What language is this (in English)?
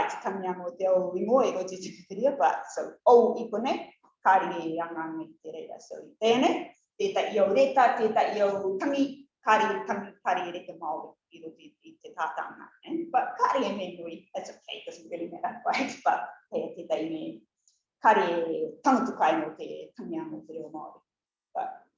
Rarotongan